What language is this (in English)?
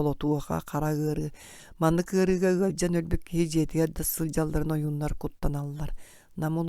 Yakut